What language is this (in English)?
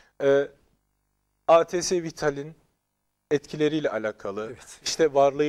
Turkish